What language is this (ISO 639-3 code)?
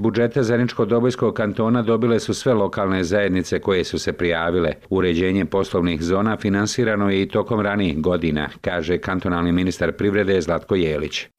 bos